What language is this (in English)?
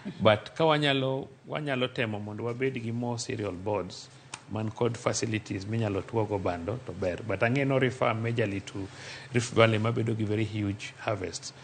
Luo (Kenya and Tanzania)